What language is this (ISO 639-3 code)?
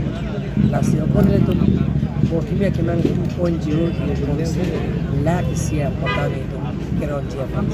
mjw